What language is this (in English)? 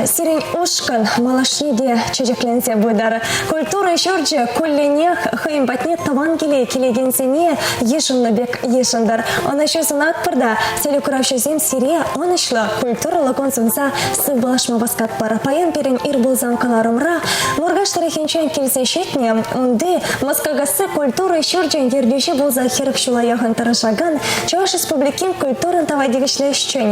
Chuvash